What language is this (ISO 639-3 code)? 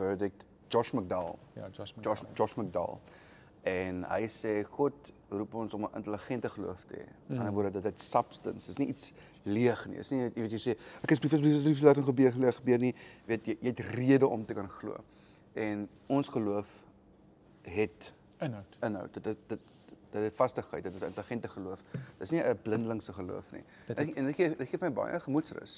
afr